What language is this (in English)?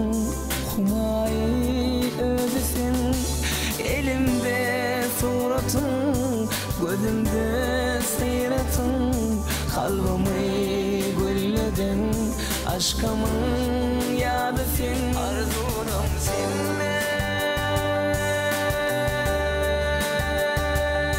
Turkmen